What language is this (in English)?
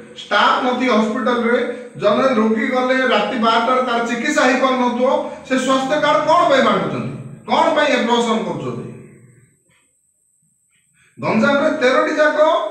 Odia